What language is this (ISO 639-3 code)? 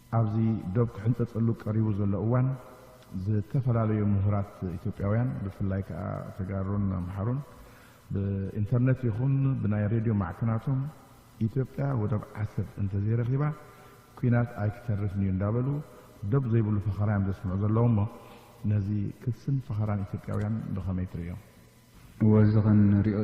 tir